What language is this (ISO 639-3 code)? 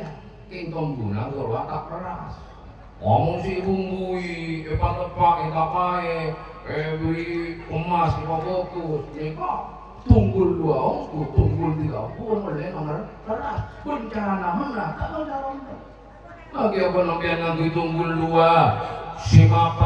mad